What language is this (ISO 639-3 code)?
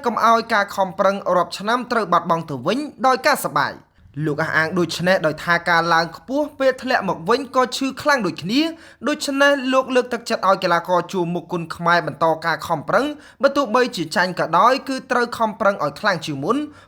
khm